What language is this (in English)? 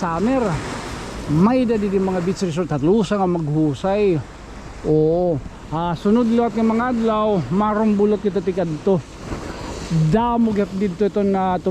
Waray